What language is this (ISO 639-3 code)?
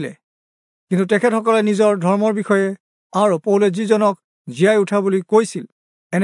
asm